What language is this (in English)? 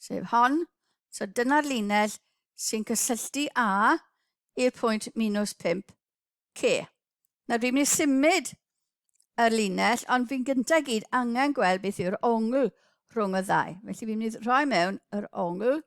Welsh